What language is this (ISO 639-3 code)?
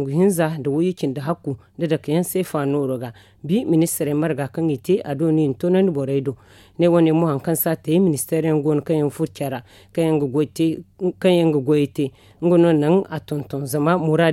dje